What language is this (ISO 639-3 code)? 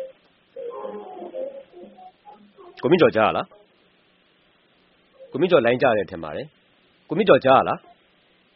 mya